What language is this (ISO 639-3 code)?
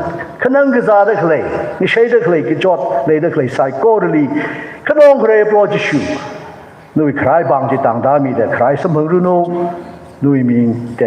nmf